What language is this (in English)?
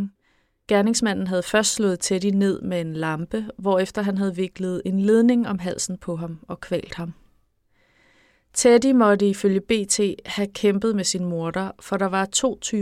Danish